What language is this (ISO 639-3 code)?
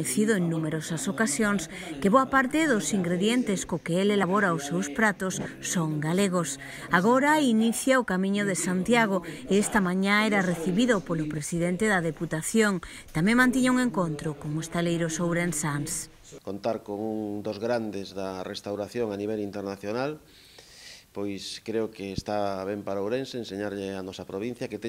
glg